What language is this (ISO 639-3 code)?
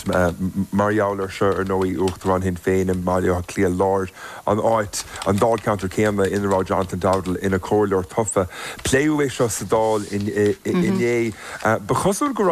gle